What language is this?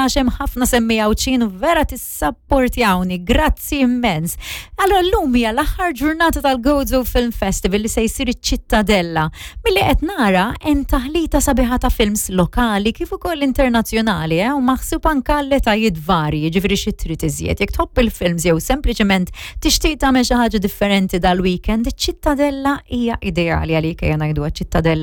Maltese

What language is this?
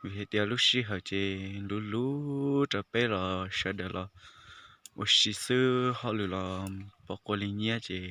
Hmong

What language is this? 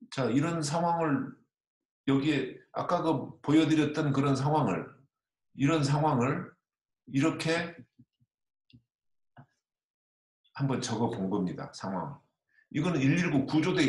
Korean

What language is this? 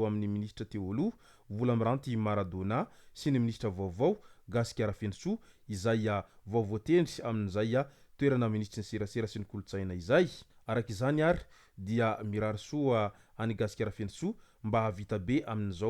Malagasy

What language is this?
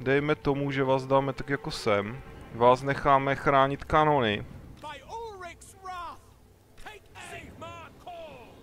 Czech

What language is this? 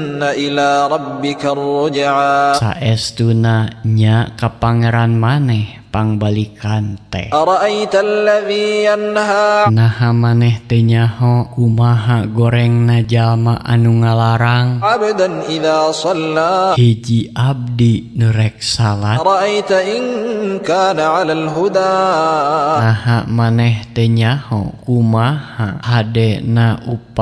Sundanese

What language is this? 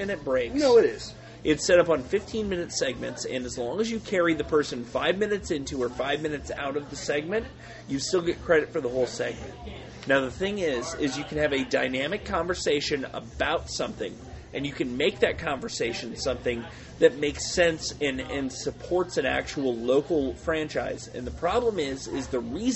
English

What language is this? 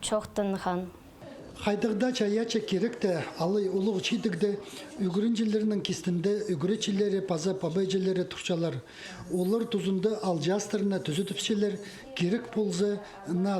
Khakas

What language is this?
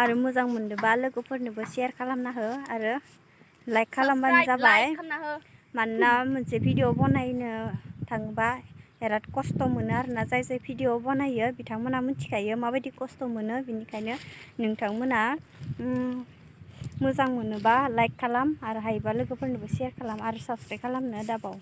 Bodo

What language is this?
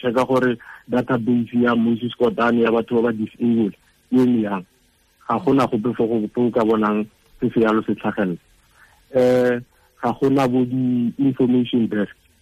Tswana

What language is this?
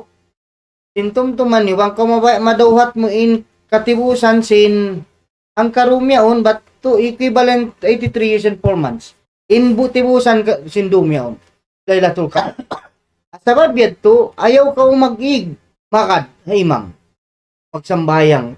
Tausug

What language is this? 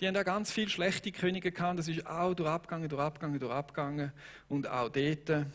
Swiss German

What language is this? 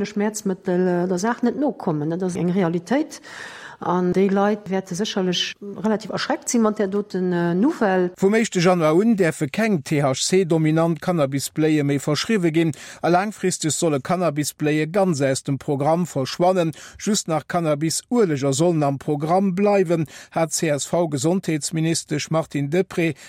Luxembourgish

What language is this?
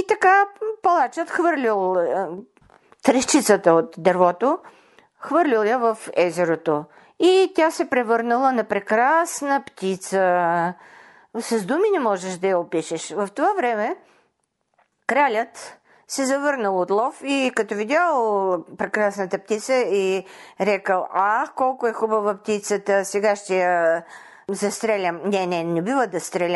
Bulgarian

